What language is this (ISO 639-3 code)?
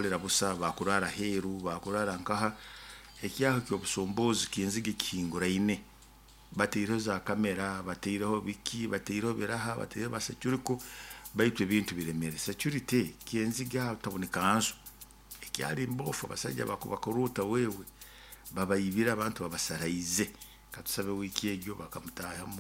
nyo